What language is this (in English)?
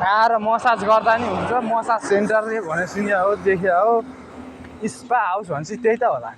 Nepali